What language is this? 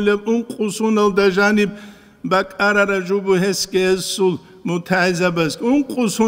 Avaric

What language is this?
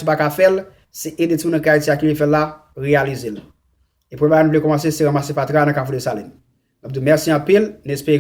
Haitian Creole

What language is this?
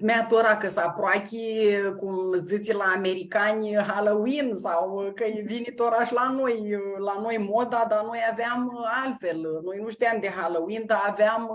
Aromanian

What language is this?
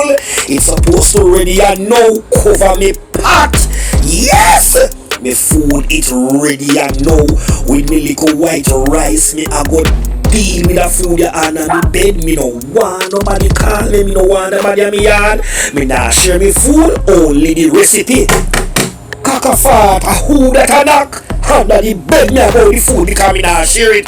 Jamaican Creole English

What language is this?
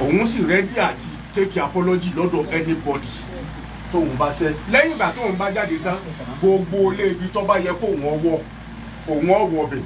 Yoruba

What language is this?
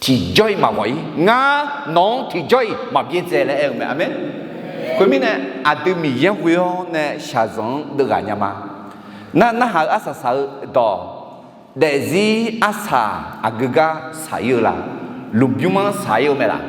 Akha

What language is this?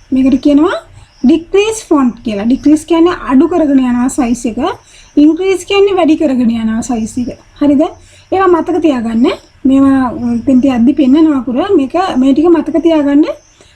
Sinhala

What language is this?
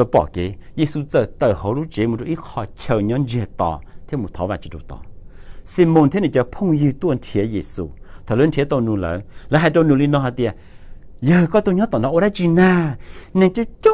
Hmong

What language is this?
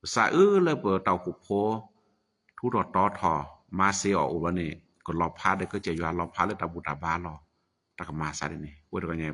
S'gaw Karen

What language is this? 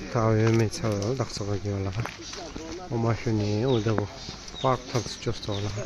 Tibetan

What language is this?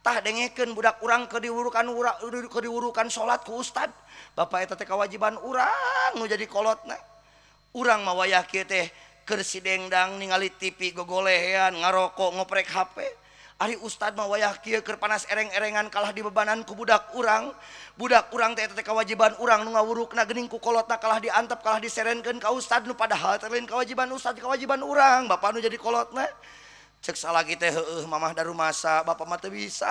Sundanese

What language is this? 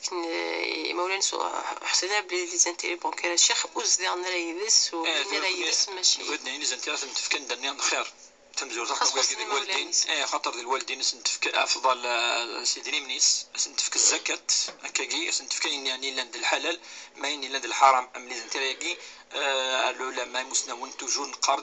Kabyle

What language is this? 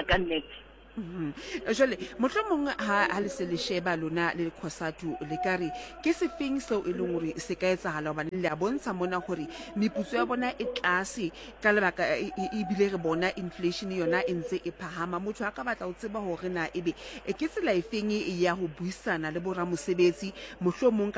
Southern Sotho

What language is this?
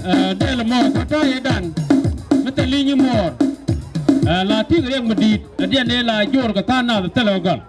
Nuer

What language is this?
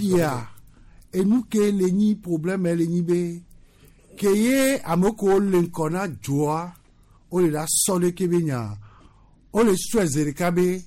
Gen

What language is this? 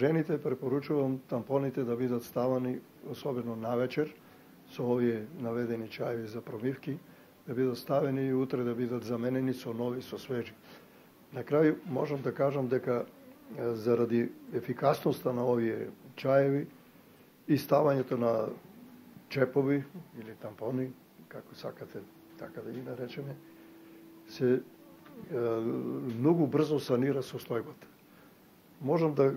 Macedonian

